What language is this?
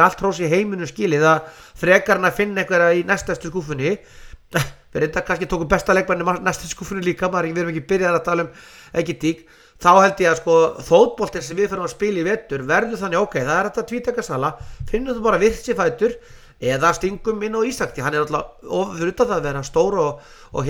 Icelandic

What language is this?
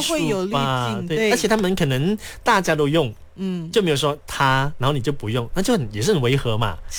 Chinese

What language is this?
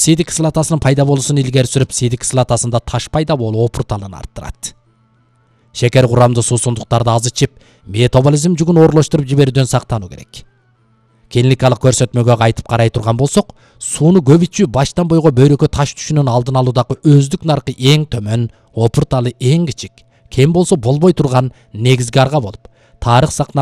Kyrgyz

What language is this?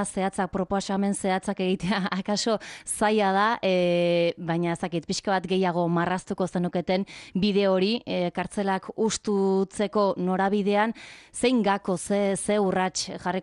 Basque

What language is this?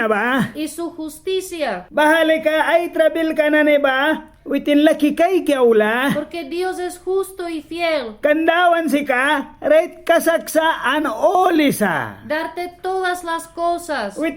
Mískito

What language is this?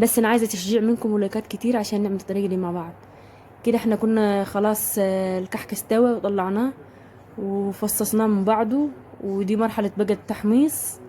Egyptian Arabic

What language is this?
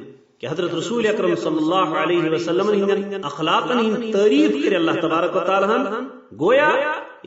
Kashmiri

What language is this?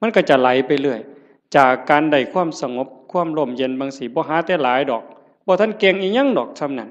Northeastern Thai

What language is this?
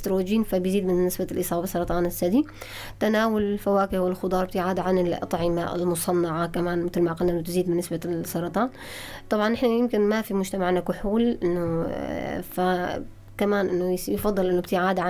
North Levantine Arabic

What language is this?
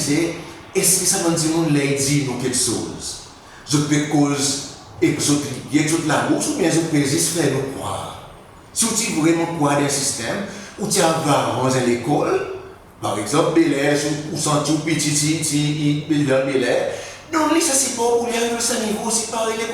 Seselwa Creole French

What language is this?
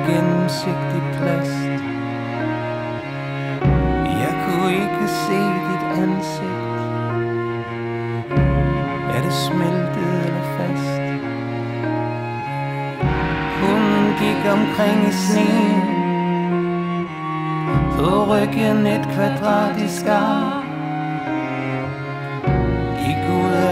Danish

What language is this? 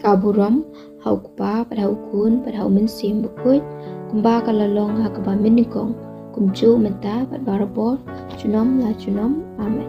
Khasi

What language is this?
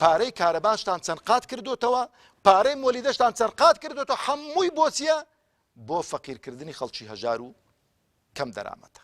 Central Kurdish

